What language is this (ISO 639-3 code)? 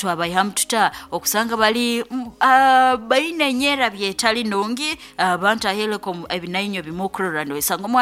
nyn